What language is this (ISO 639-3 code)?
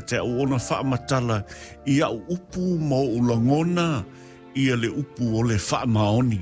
smo